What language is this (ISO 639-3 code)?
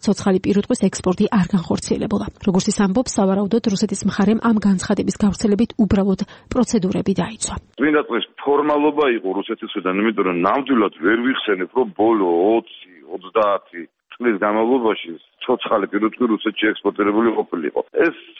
kat